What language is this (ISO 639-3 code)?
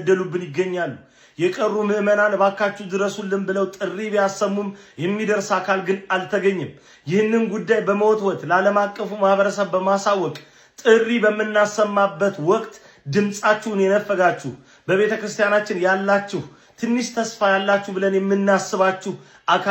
amh